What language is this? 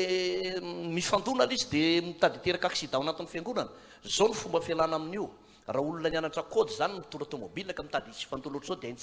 Malagasy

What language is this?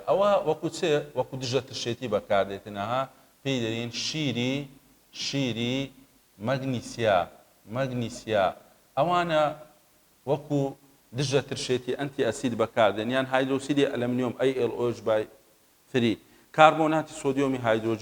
Central Kurdish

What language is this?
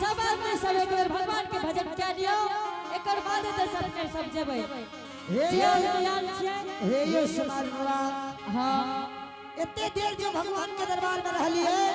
Angika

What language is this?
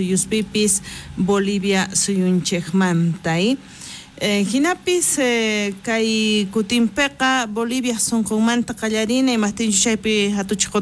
South Bolivian Quechua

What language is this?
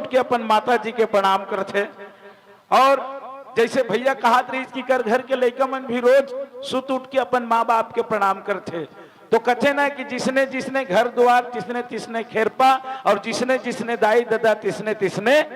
Chhattisgarhi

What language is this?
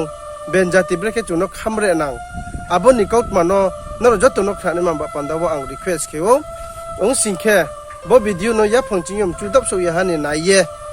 Riang (India)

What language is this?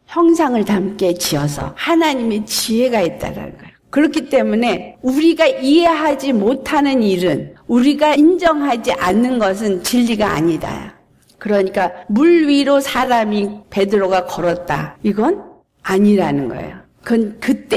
Korean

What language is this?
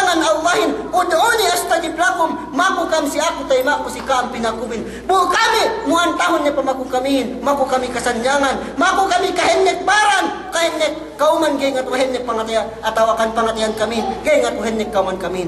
Yakan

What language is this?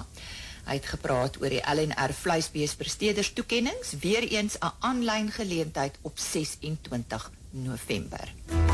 Afrikaans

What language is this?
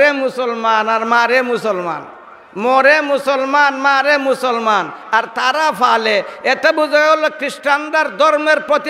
Sylheti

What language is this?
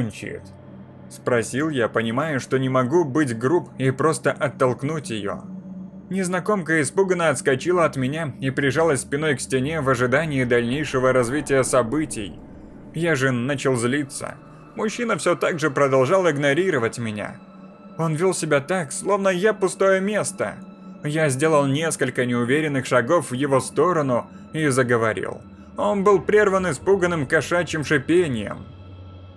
Russian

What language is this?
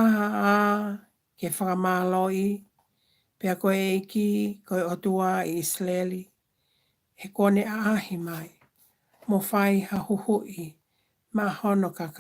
Tongan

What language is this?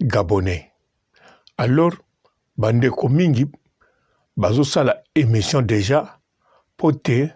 Lingala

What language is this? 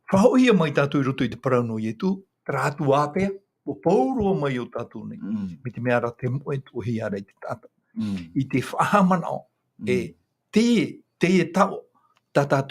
Tahitian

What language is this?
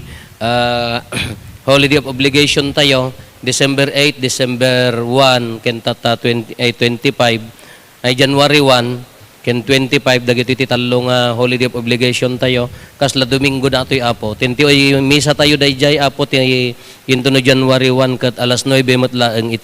Iloko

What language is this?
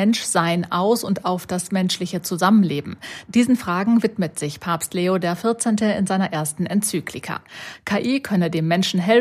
German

